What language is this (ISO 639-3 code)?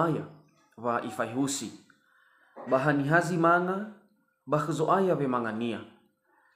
nia